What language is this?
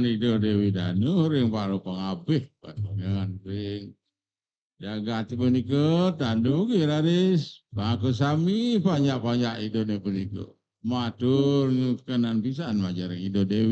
Balinese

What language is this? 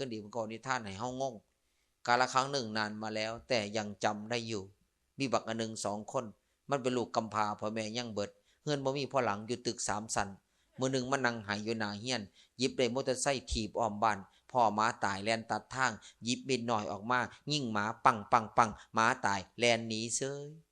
Lao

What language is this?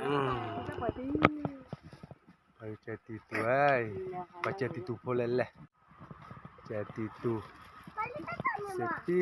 S'gaw Karen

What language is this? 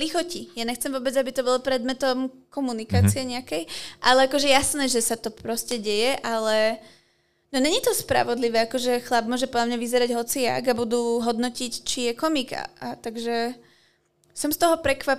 Slovak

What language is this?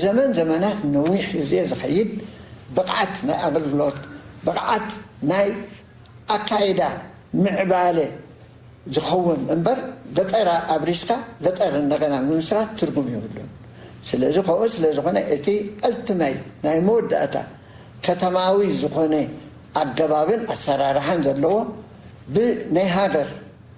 Tigrinya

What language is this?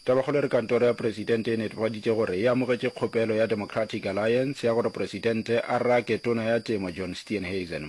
Northern Sotho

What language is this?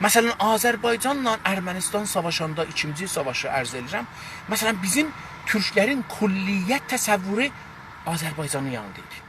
South Azerbaijani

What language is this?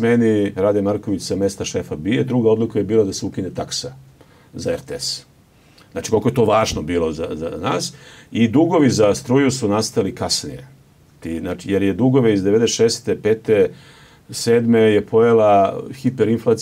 Serbian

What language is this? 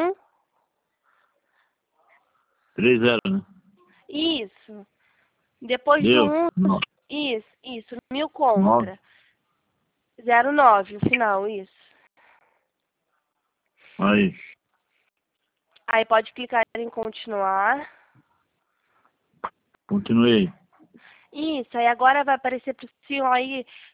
Portuguese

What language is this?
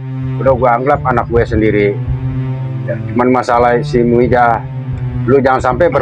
Betawi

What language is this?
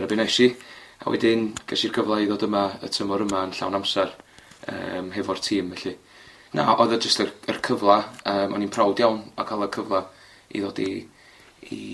Welsh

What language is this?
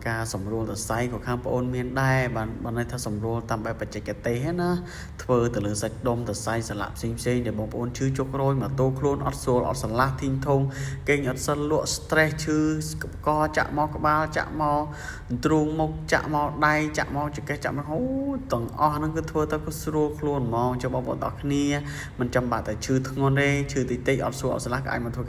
Khmer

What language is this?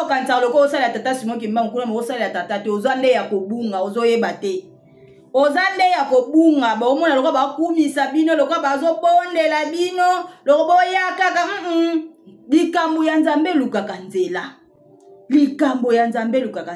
Lingala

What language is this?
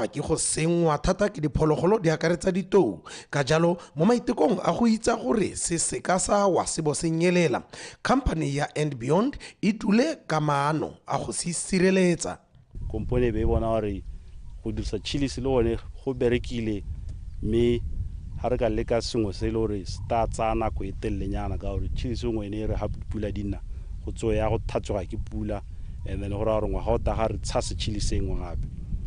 Tswana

